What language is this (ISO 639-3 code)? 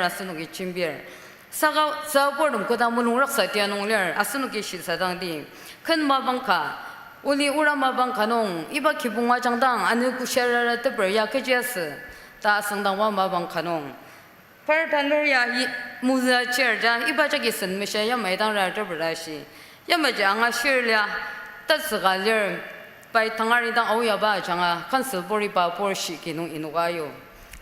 njo